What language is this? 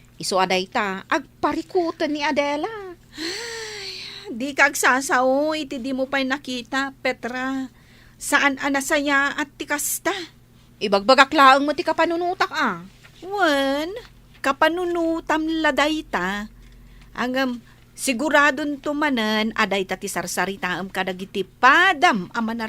Iloko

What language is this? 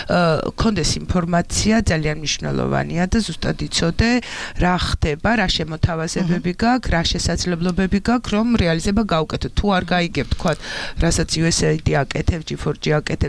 Georgian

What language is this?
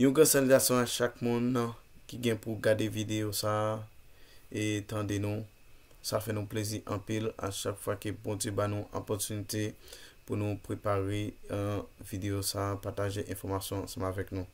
Haitian Creole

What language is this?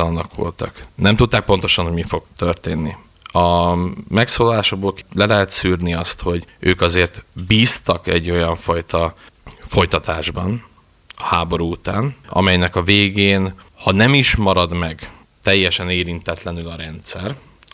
Hungarian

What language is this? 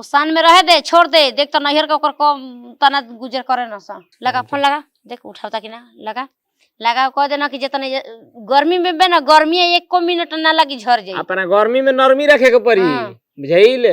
Bhojpuri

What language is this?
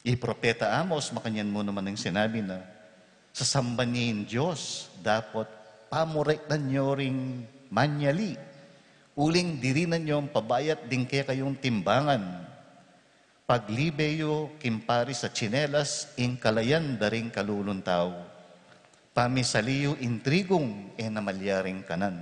Pampanga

